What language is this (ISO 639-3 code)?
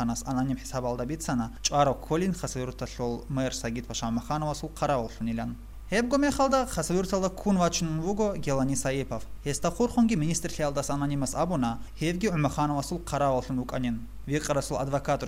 ava